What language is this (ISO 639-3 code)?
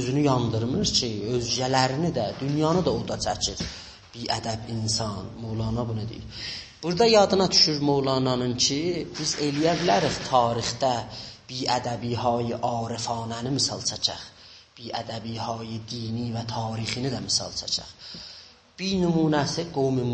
azb